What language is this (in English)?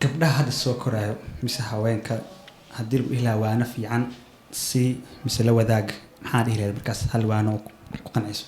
Somali